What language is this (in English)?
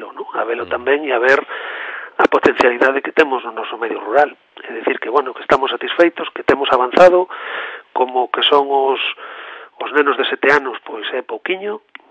Galician